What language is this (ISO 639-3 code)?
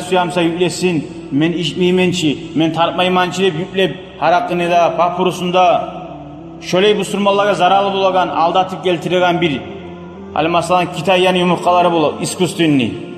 kum